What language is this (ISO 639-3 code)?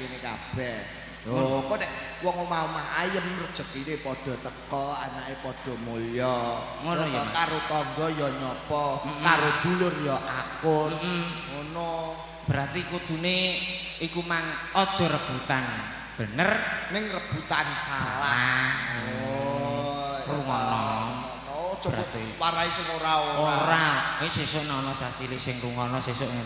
jav